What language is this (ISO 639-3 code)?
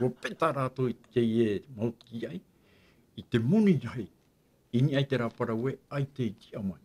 tah